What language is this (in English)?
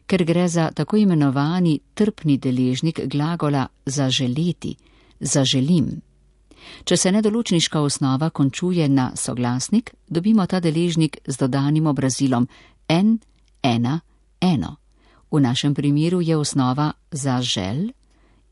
Slovenian